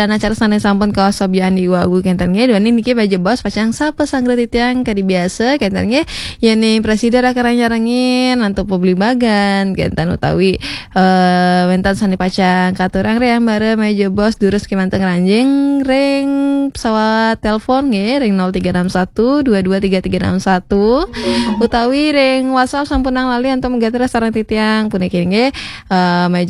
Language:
Balinese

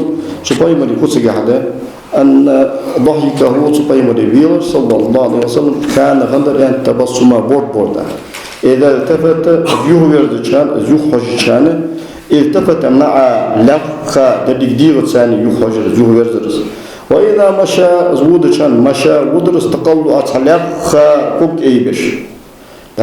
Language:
Ingush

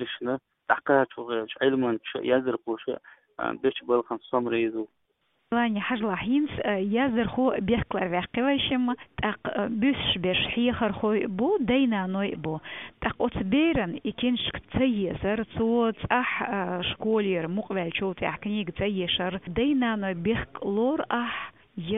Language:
Chechen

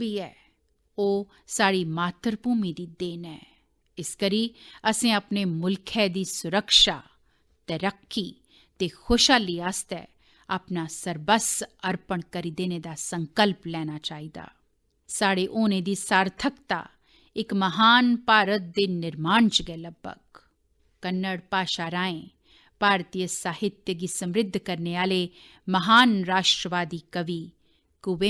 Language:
Dogri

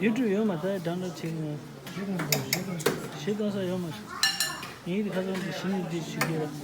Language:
Tibetan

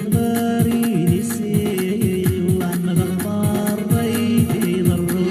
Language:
Kabyle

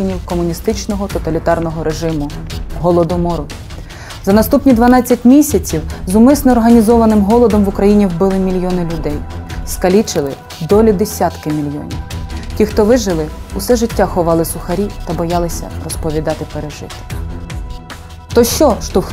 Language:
Ukrainian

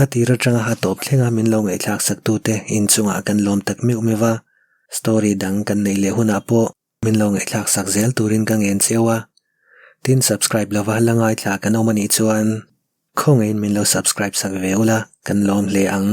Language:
Mizo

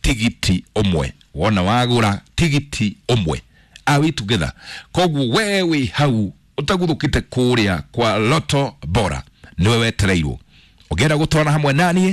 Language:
Kikuyu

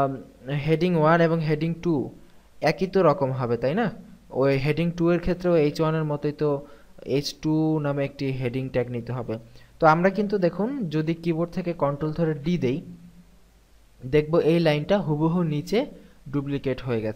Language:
Bangla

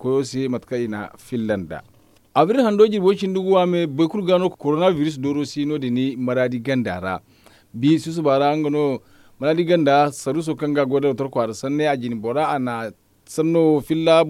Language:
Zarma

